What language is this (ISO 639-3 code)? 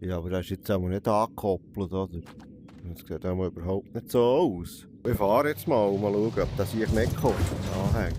gsw